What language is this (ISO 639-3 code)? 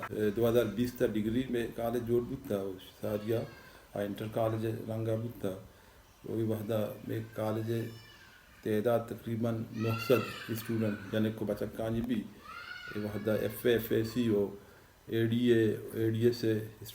bal